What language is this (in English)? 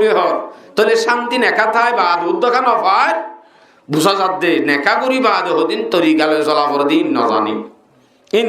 Rohingya